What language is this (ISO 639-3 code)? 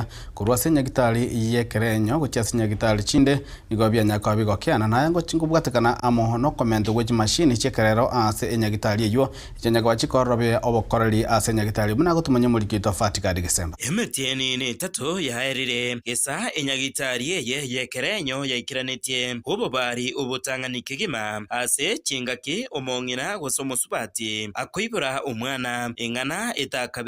guz